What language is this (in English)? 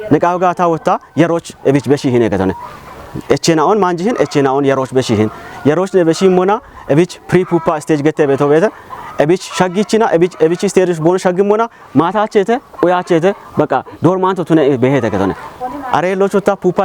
Kafa